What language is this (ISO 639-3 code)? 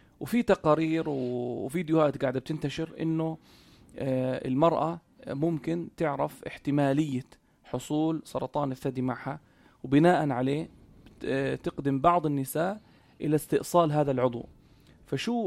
apc